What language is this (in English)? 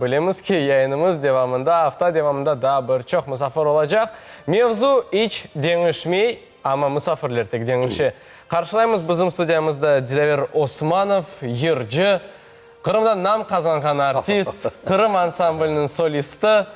Crimean Tatar